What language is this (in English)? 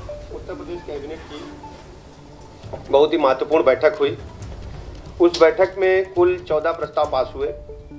Hindi